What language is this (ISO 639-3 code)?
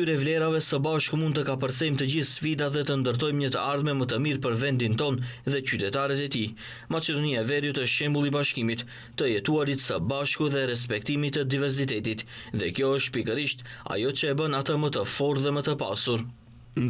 sqi